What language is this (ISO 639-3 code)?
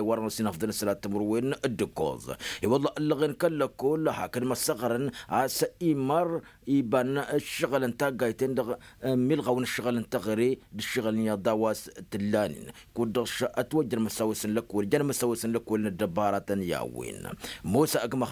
taq